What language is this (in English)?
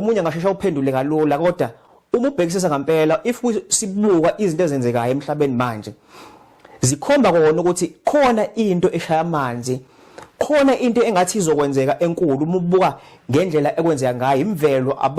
Zulu